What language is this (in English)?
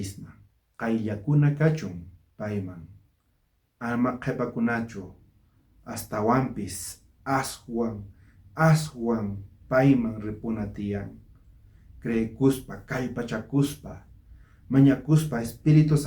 South Bolivian Quechua